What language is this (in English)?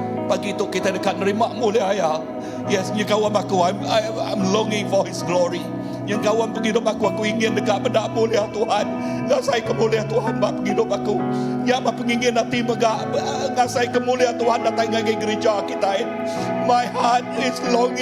Iban